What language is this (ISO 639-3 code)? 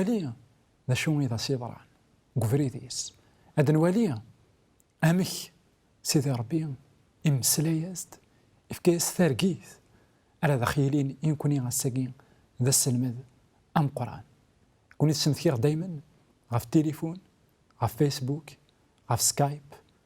kab